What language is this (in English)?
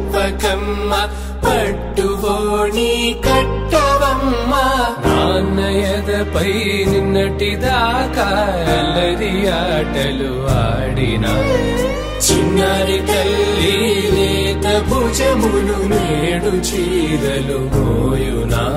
Telugu